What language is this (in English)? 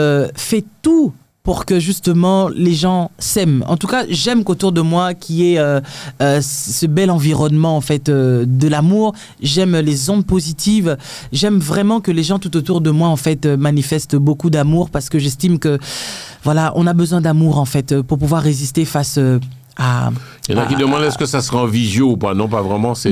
French